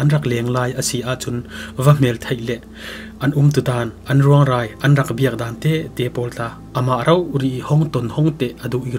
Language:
Falam Chin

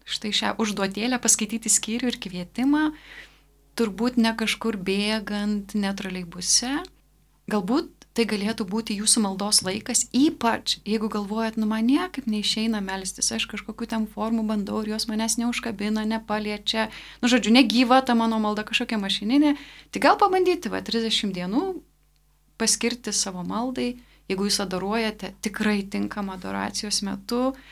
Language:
Lithuanian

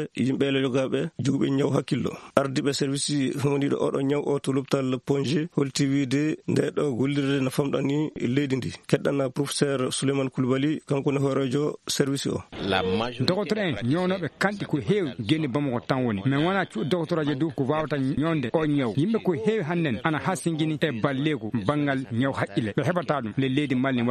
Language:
Maasina Fulfulde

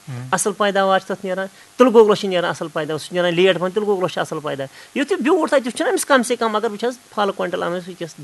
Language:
Kashmiri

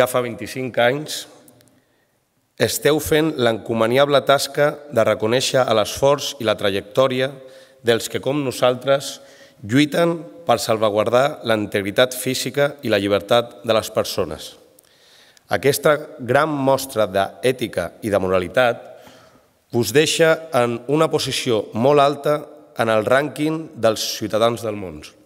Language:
Catalan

